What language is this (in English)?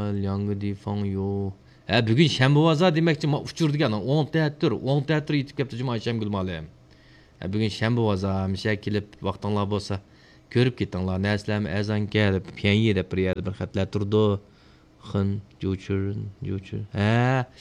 Uyghur